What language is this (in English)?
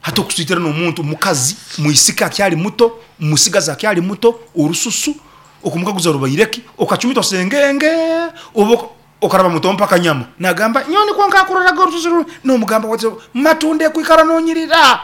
Nyankole